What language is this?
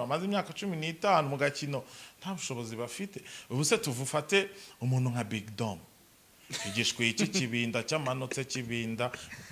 Kinyarwanda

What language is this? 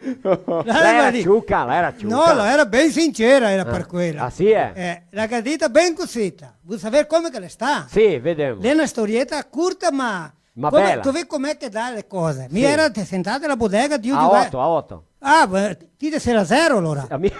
Venetian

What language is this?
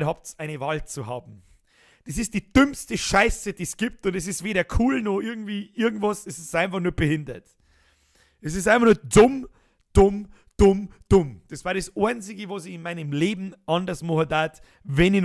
Bavarian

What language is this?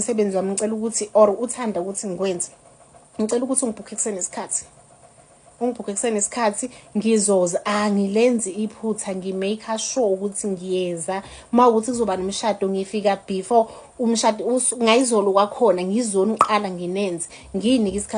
Zulu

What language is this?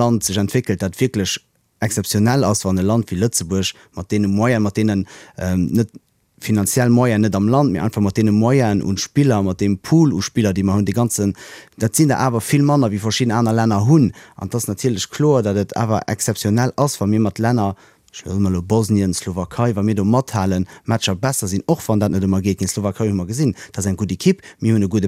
Luxembourgish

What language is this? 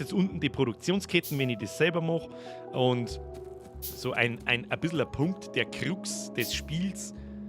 Bavarian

